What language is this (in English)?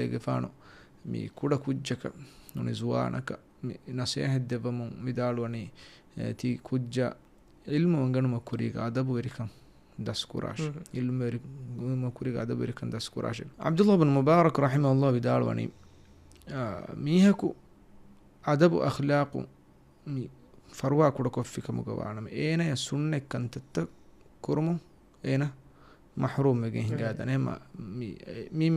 Divehi